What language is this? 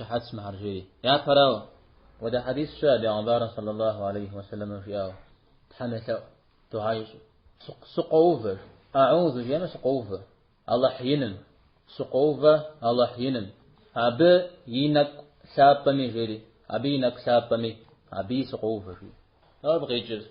Kabardian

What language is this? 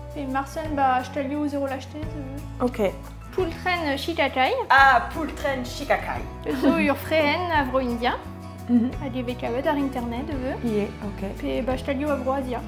Breton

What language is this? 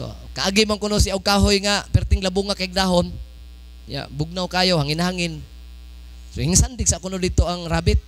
Cebuano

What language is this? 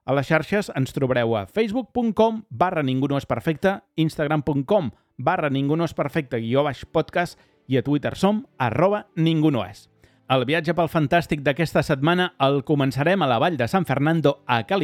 Catalan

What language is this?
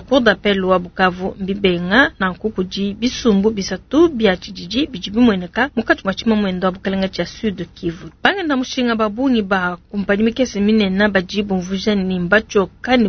Luba-Lulua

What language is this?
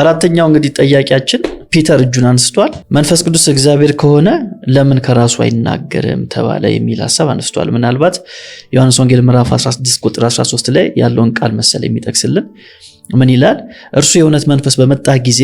Amharic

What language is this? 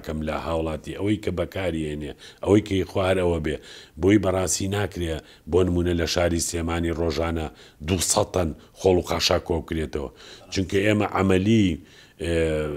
Central Kurdish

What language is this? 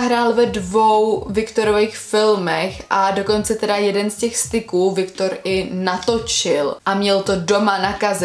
Czech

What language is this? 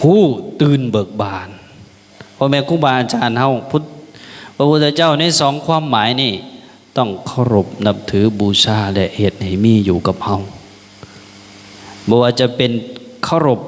Lao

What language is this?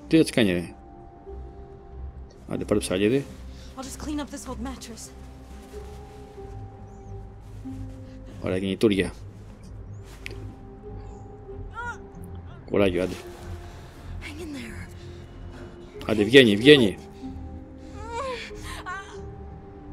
Greek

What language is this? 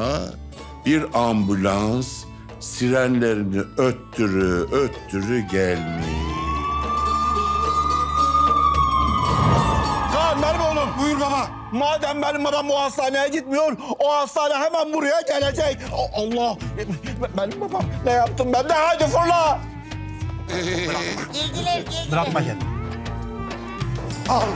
Turkish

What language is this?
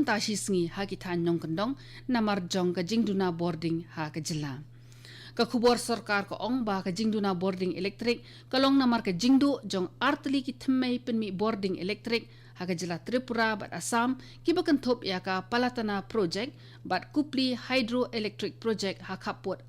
Khasi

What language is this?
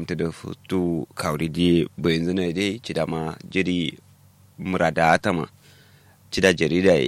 Kanuri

